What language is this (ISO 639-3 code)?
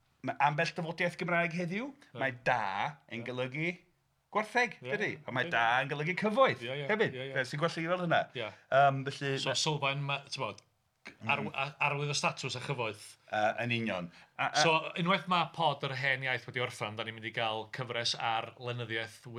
cym